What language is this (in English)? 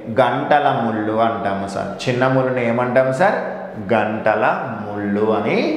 Telugu